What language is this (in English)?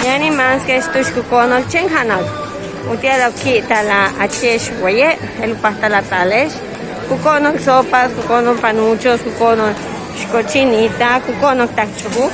Yucateco